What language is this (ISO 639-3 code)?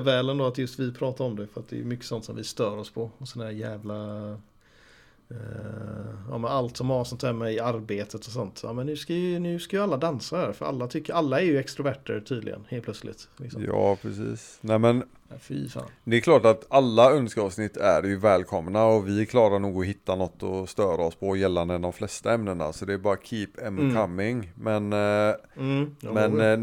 swe